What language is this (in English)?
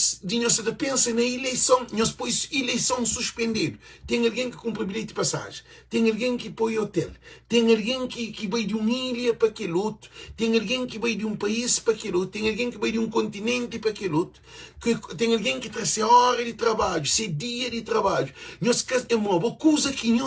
Kabuverdianu